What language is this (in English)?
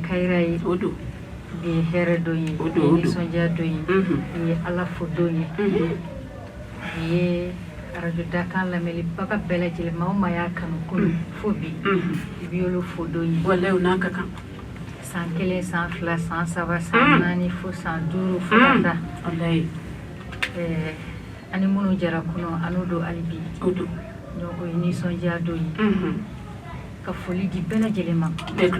Bambara